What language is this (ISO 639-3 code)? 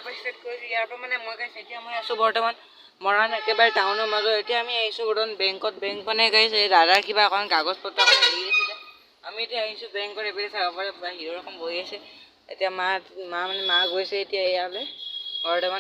asm